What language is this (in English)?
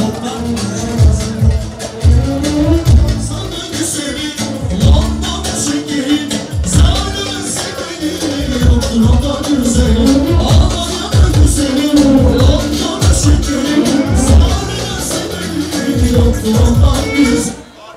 Turkish